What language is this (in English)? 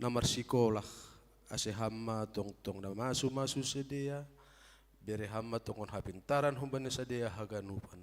Batak Simalungun